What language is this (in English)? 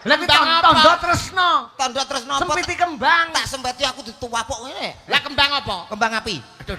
Javanese